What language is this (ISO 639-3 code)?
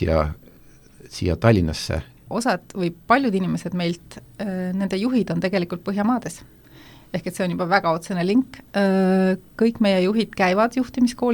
est